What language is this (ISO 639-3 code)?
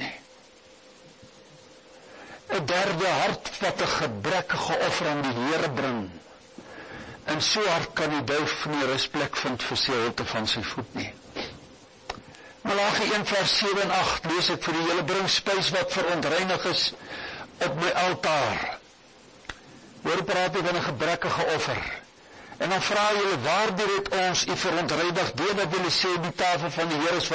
afr